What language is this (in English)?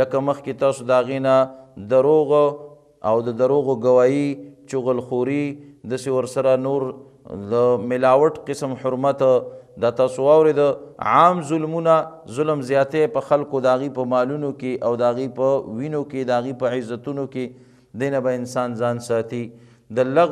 Pashto